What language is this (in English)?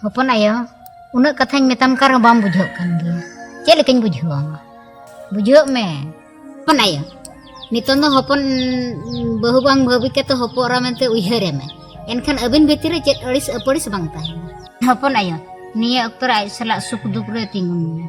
Santali